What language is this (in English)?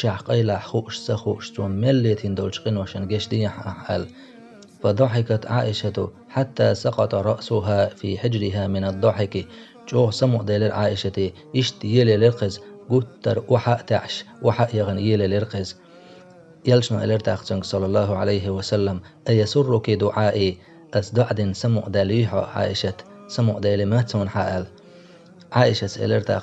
Chechen